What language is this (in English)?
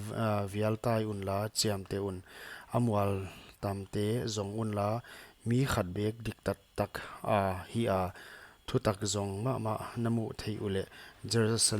Paite Chin